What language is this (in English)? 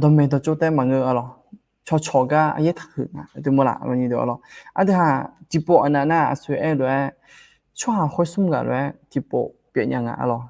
Akha